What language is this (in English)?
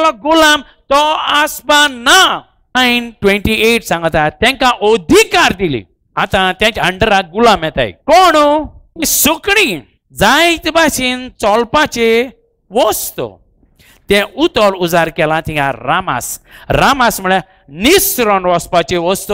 Konkani